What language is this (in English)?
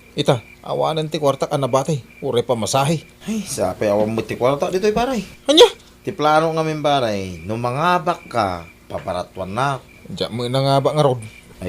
Iloko